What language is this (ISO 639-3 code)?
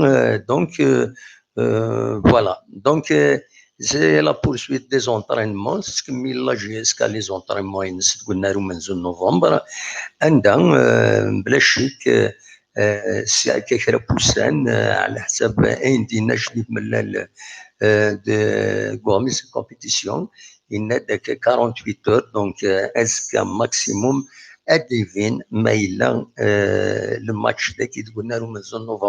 kab